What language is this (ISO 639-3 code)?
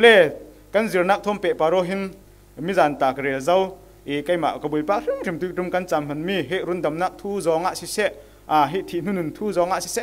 cfm